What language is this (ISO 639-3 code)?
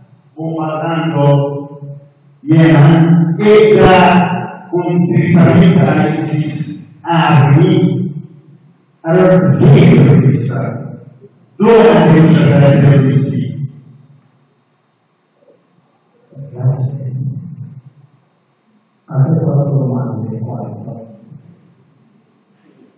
ita